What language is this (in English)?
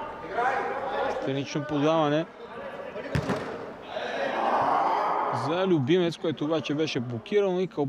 Bulgarian